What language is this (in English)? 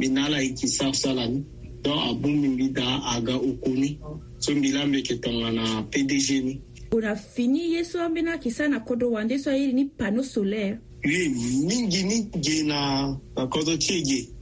Sango